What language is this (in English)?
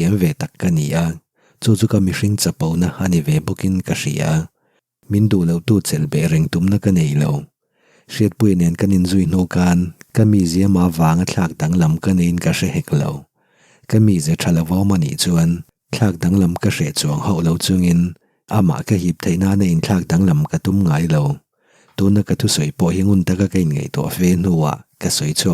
Mizo